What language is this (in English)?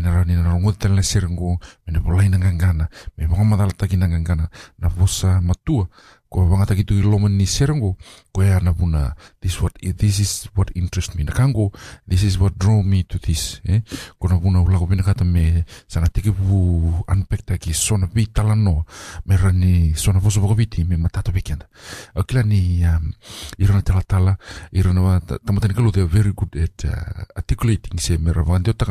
Fijian